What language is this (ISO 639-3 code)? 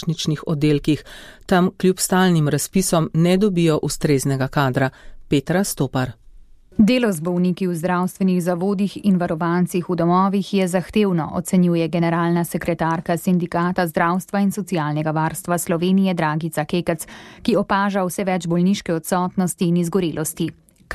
slv